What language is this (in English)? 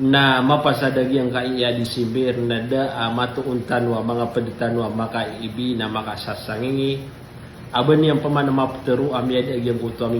Maranao